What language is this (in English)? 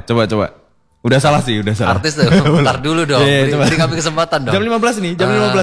Indonesian